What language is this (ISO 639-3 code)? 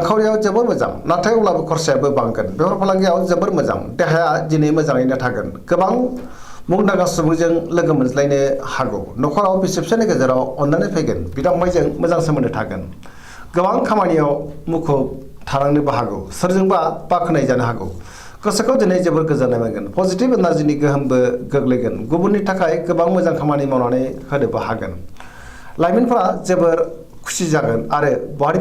brx